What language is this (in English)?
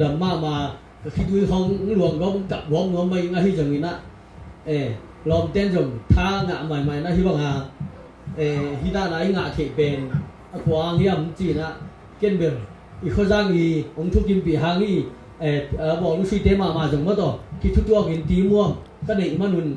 Tedim Chin